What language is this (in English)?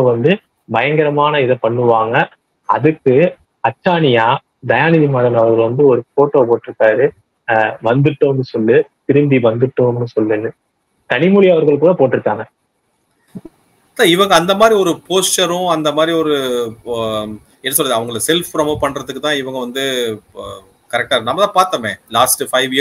Tamil